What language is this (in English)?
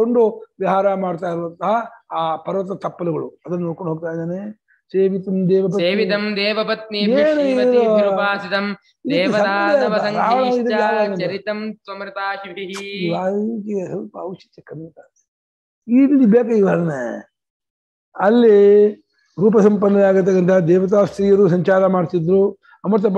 Kannada